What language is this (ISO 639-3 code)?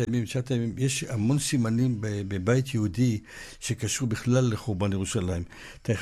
heb